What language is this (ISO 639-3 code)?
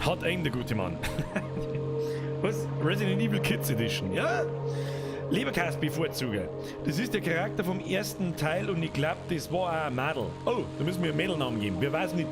bar